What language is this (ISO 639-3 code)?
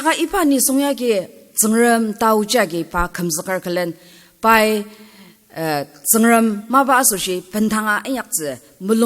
njo